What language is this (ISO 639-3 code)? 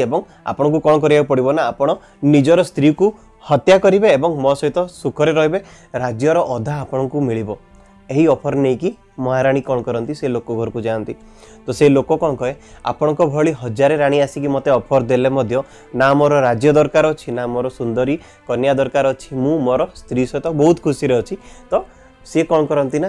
ori